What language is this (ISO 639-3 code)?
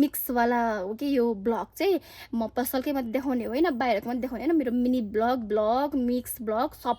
nep